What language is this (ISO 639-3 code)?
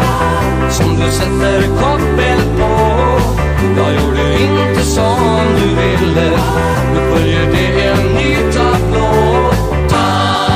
swe